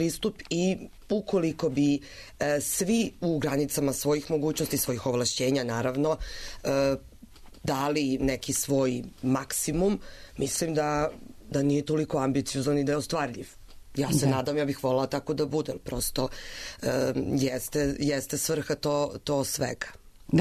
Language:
Serbian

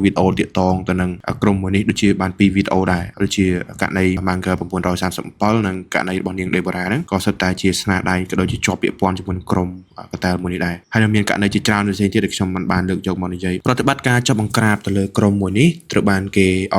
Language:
Khmer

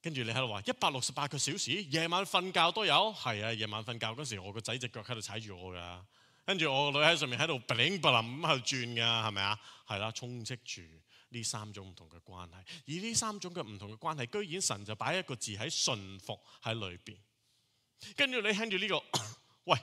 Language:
Cantonese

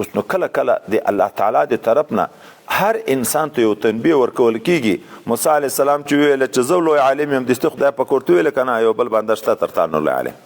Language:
Pashto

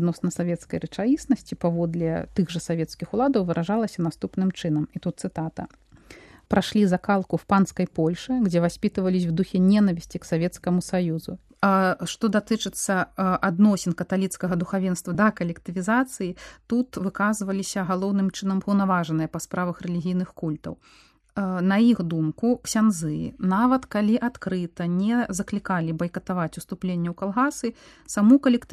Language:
Belarusian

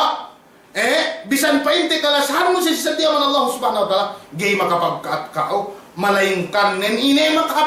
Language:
Yakan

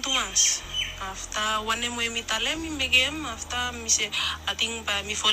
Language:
Bislama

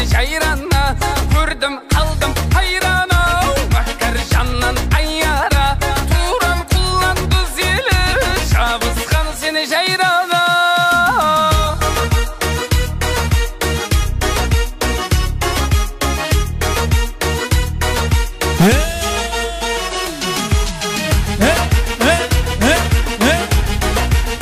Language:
Kara-Kalpak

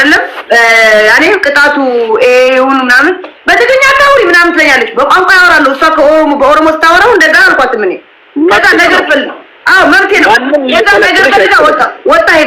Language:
Amharic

